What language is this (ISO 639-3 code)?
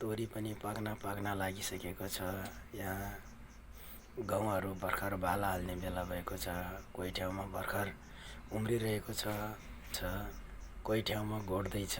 nep